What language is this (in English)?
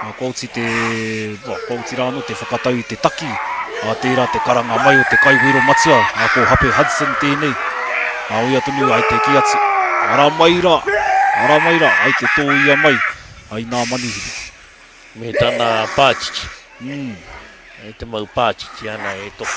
Māori